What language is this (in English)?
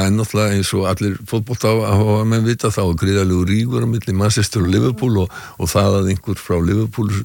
Icelandic